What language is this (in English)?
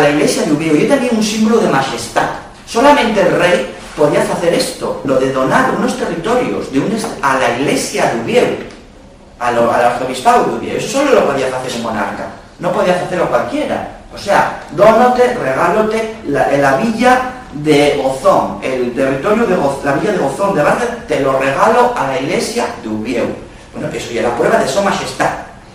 Asturian